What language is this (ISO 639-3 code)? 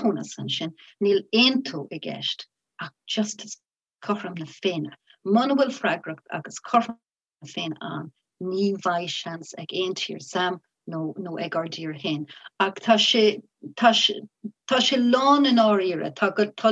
gle